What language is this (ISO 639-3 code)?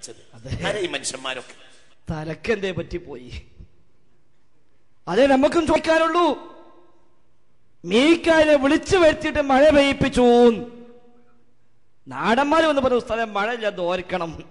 mal